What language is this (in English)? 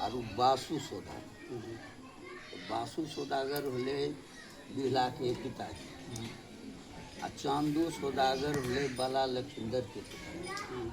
Angika